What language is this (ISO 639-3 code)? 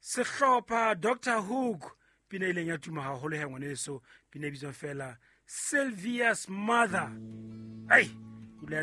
sot